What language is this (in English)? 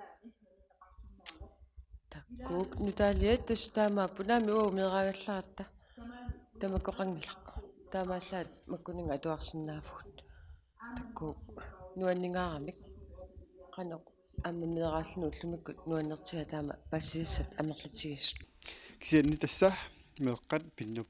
Kalaallisut